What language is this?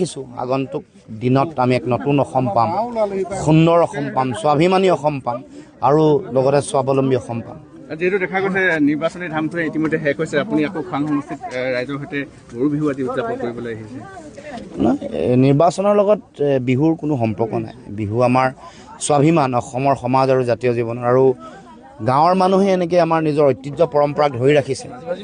Assamese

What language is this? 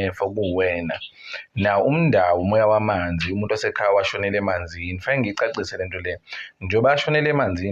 Zulu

